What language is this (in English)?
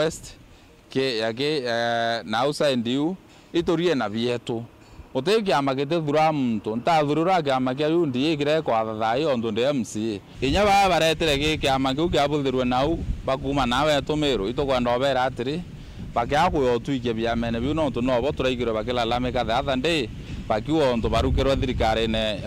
Meru